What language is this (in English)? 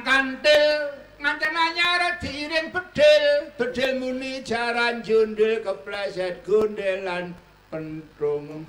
Javanese